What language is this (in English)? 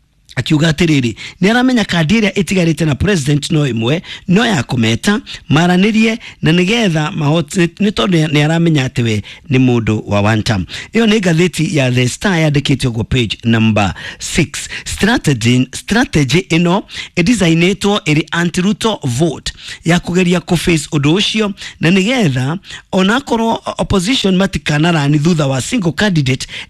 Kikuyu